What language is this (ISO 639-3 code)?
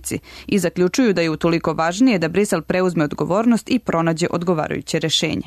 srp